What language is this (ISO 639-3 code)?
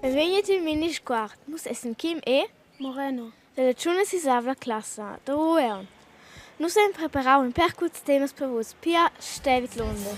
roh